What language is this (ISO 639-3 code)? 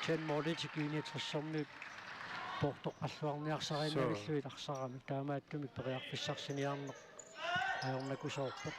kal